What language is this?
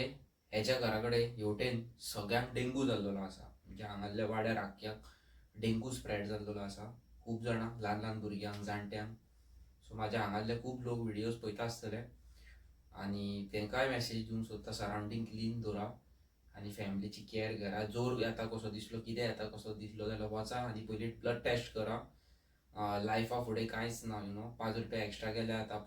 Konkani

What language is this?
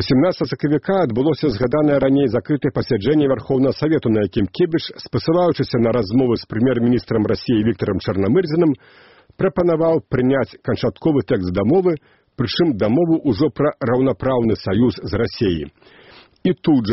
Belarusian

